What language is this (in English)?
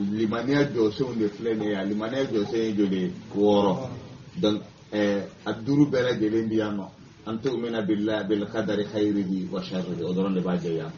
Bambara